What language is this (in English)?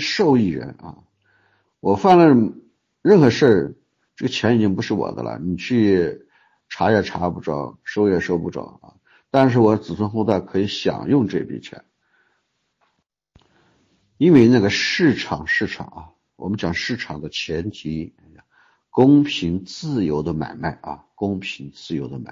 Chinese